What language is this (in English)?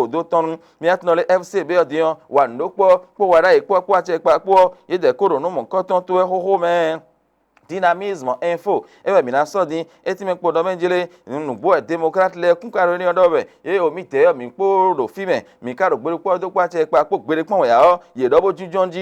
Fon